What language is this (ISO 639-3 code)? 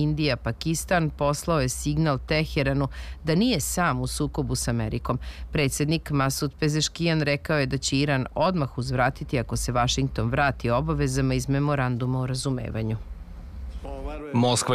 srp